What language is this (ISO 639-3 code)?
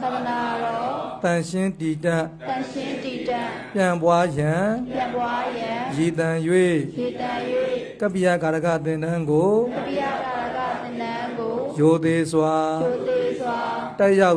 mya